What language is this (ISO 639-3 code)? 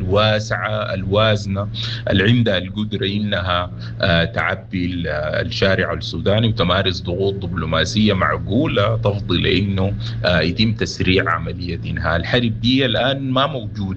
apd